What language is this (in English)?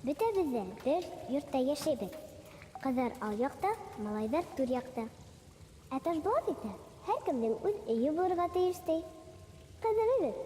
Bashkir